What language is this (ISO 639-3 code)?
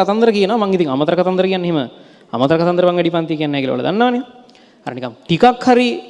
sin